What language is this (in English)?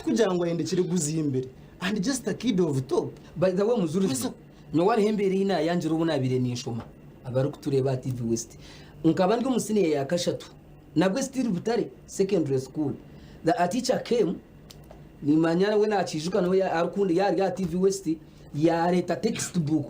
Nyankole